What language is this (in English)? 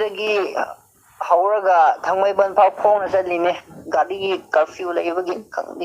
Manipuri